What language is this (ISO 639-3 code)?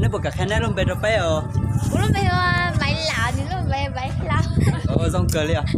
hmn